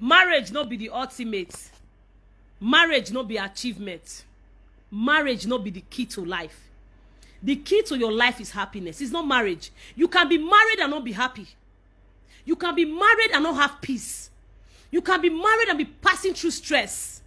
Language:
Nigerian Pidgin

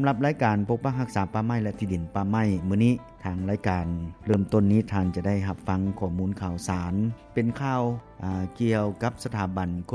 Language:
Lao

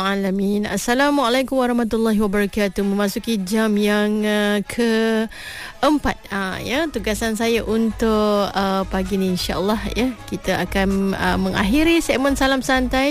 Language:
Malay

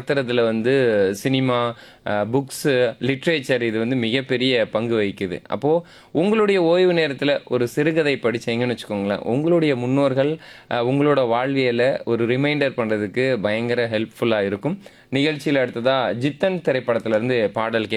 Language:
Tamil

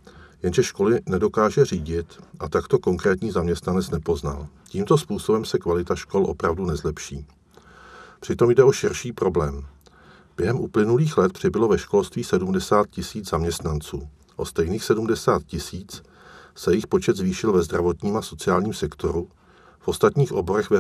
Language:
Czech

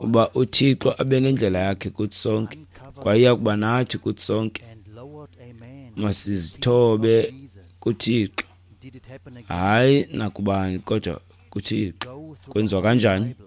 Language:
Xhosa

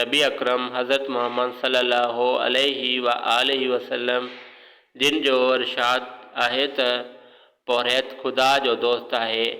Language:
Sindhi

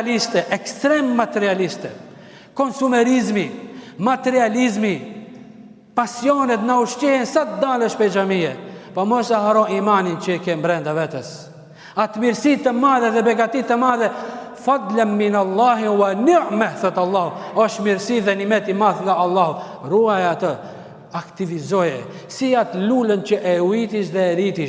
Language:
Albanian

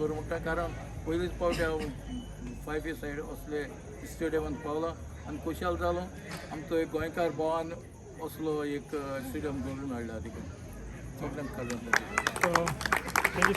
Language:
Konkani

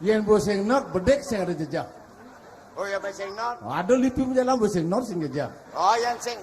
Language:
Balinese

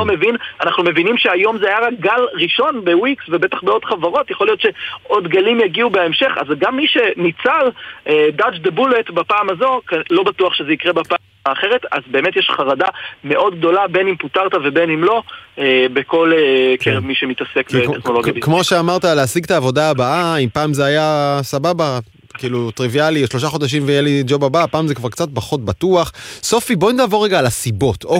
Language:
Hebrew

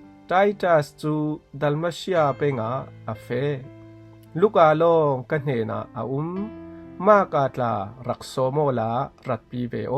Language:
Falam Chin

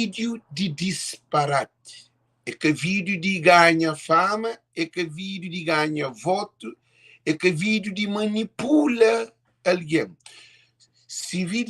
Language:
Kabuverdianu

